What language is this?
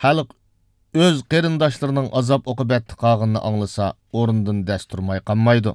Uyghur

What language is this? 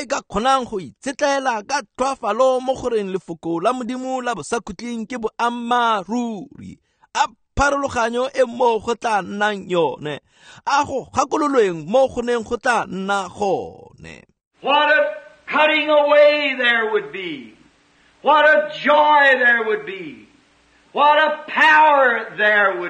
Tswana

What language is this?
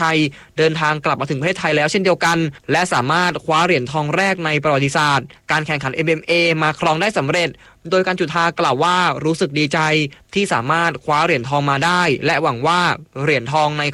Thai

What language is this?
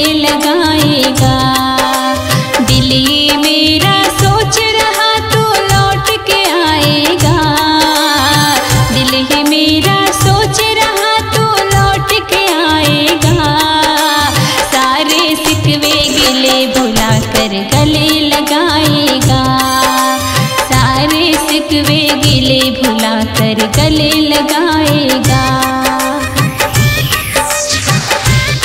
Hindi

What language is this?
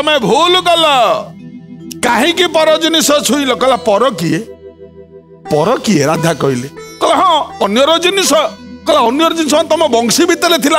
Odia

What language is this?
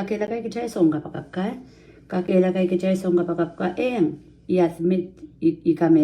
Pohnpeian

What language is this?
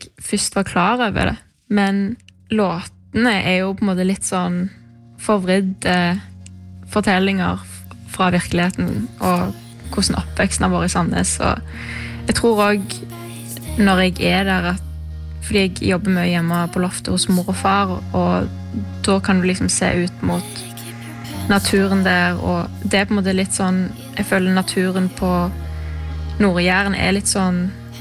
Norwegian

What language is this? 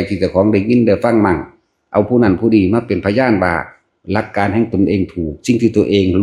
Northeastern Thai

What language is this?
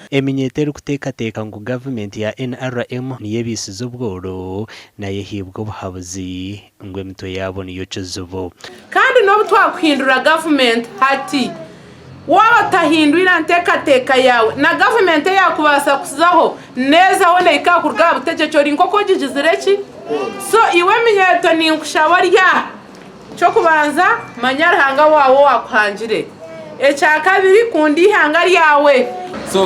Nyankole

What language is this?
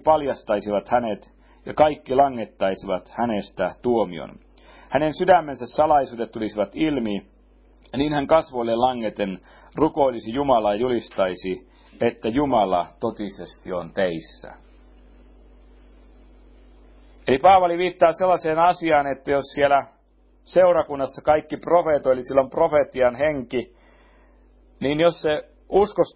Finnish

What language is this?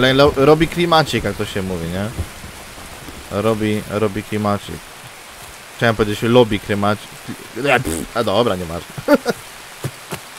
Polish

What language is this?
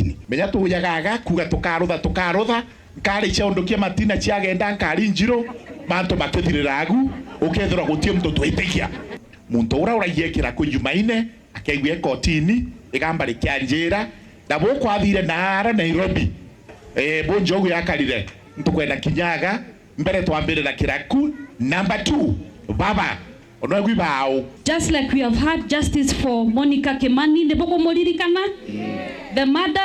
Meru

